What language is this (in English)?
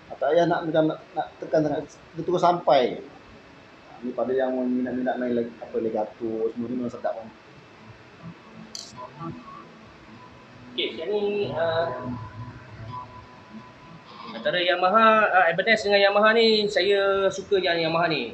Malay